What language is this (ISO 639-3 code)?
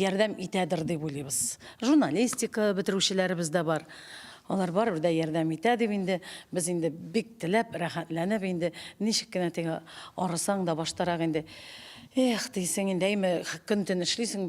tat